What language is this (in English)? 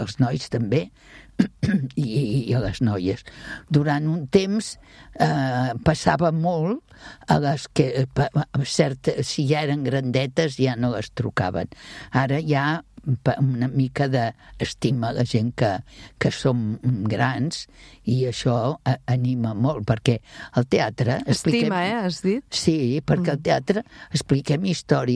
Catalan